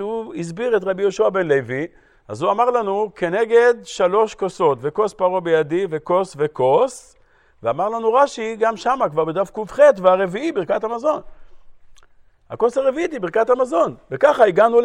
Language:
Hebrew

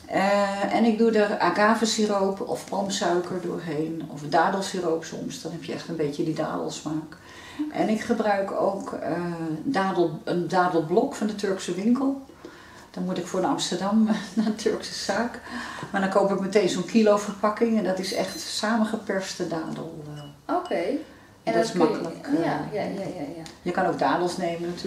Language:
Dutch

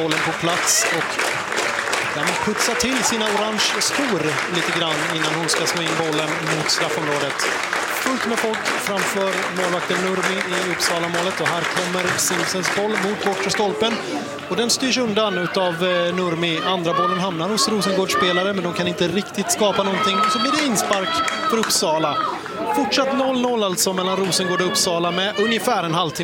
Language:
Swedish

